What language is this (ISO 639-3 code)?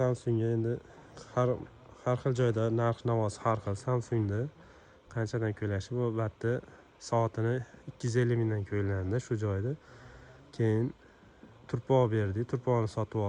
uzb